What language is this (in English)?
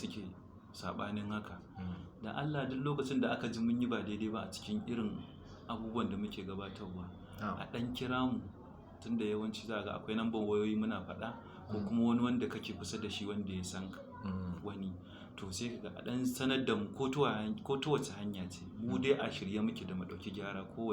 Hausa